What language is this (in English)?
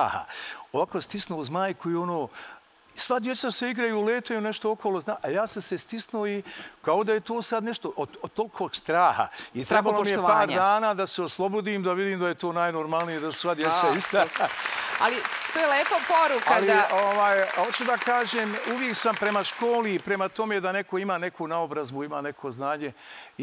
Serbian